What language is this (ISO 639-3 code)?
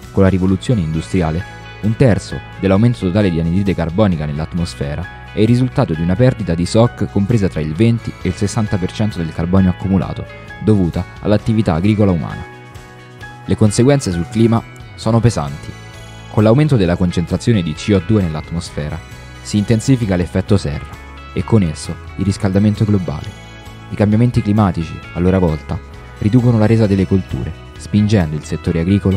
ita